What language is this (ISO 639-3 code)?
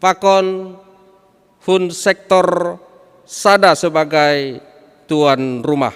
bts